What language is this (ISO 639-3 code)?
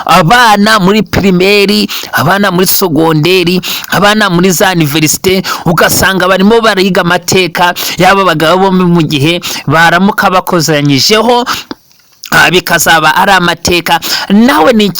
kin